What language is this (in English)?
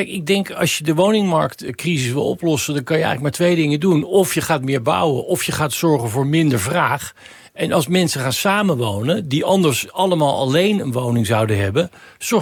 Dutch